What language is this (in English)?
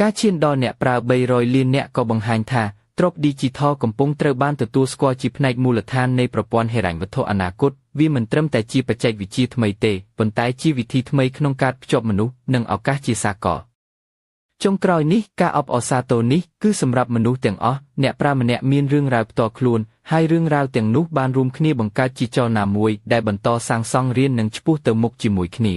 Khmer